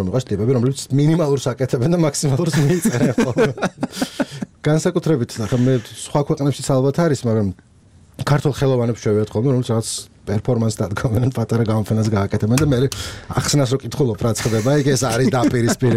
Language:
Georgian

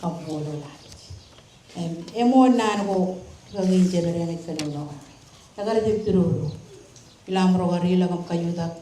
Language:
Marshallese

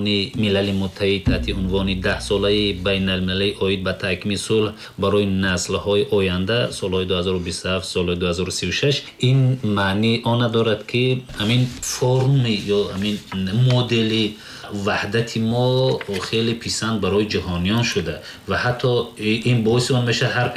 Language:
Tajik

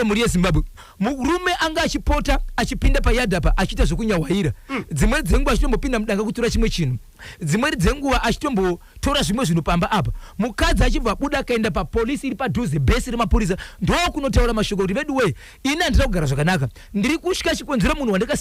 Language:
Shona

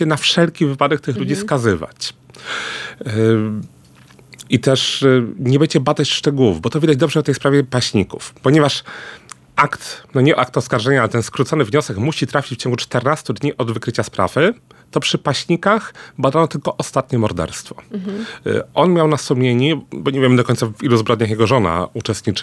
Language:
Polish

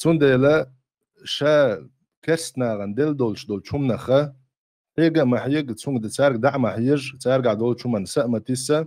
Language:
Chechen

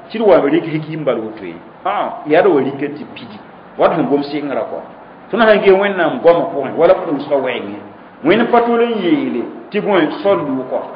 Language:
Mossi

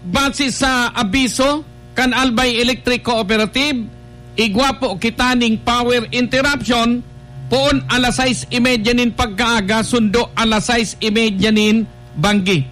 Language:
Bikol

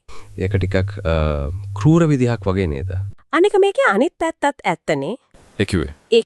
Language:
Sinhala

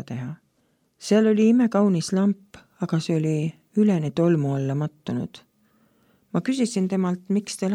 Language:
Estonian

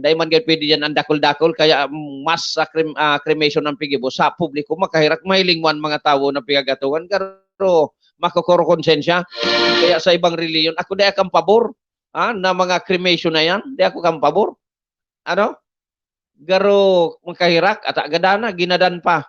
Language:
Bikol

